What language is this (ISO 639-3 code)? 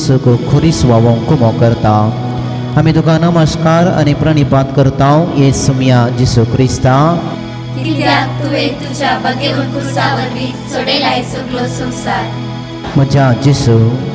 kok